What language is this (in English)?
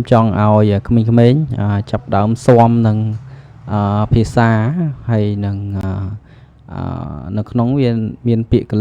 Khmer